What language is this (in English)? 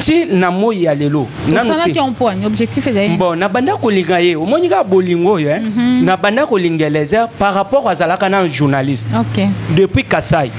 Lingala